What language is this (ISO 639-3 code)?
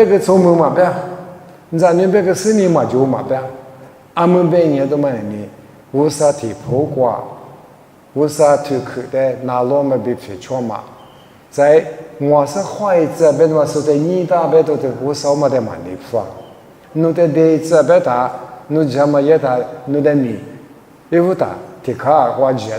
lis